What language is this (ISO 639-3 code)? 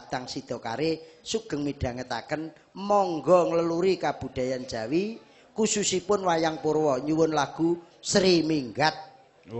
jav